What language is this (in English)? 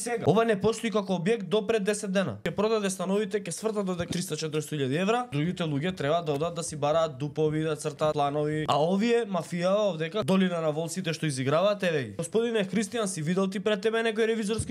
Macedonian